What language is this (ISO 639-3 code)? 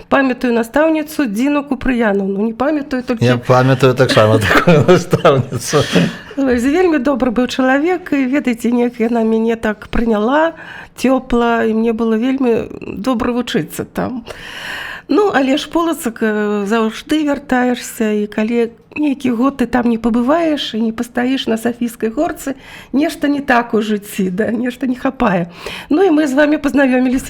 bel